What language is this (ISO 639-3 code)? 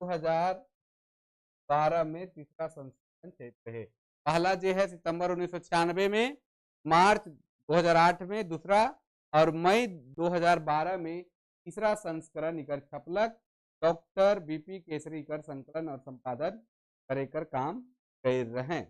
sck